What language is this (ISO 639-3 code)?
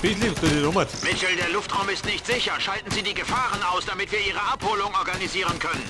bar